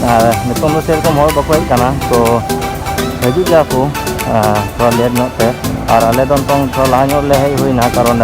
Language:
Santali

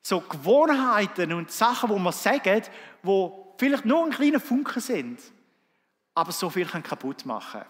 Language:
Swiss German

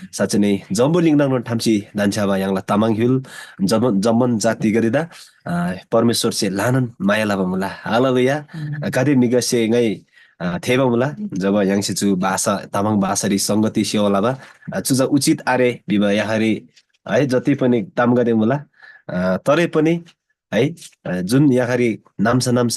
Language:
Eastern Tamang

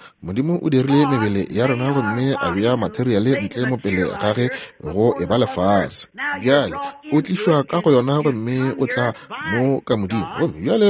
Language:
Northern Sotho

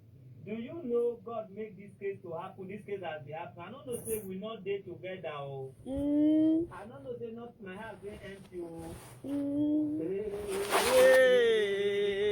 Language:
Nigerian Pidgin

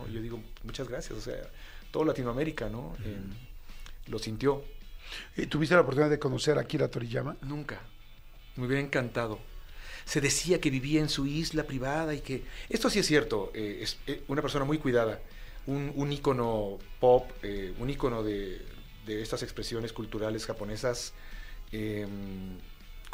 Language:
Spanish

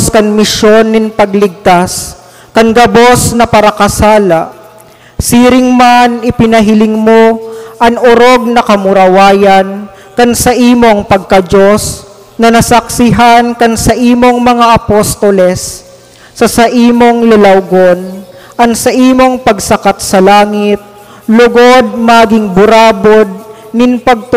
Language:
Bikol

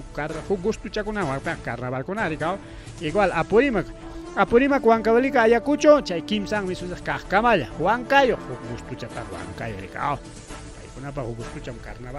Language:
Ayacucho Quechua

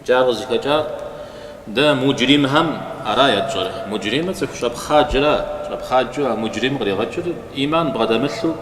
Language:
Kabardian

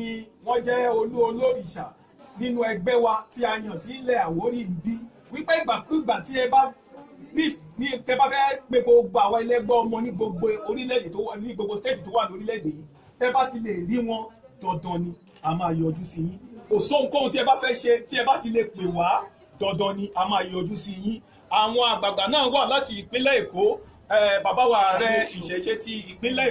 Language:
Yoruba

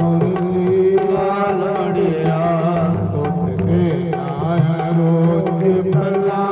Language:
Dogri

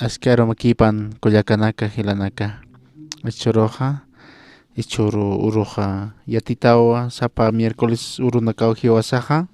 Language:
Aymara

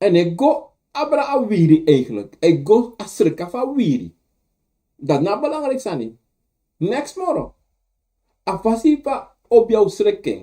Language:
Sranan Tongo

